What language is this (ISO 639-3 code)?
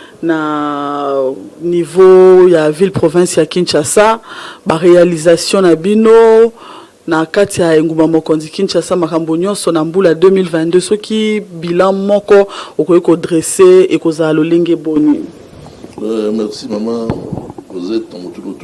lin